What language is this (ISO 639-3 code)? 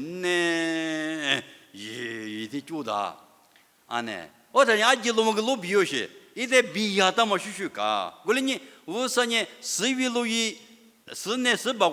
lis